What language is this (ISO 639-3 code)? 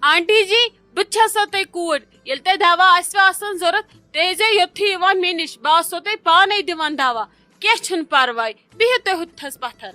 kas